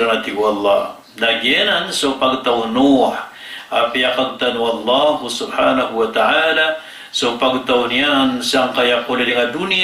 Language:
Maranao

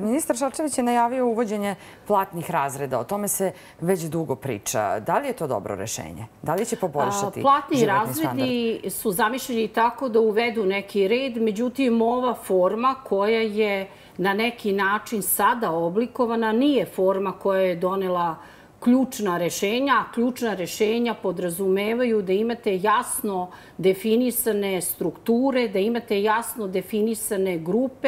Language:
Serbian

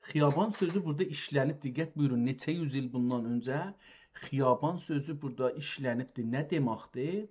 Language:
South Azerbaijani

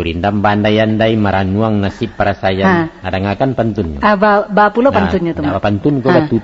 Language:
Minangkabau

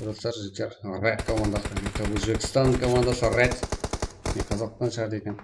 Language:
Kara-Kalpak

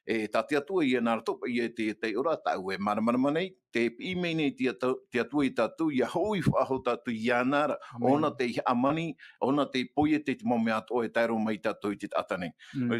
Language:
Tahitian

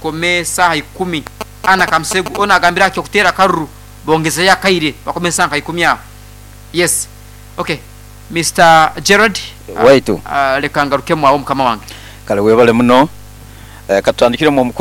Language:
Nyoro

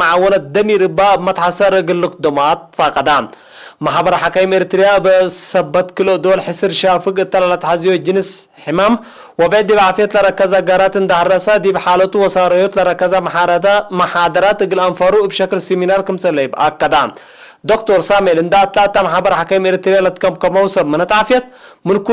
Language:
Tigre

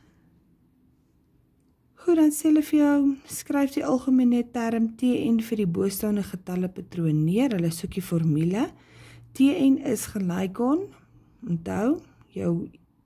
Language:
Afrikaans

